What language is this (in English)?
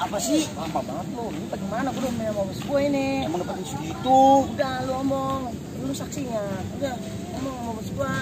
Betawi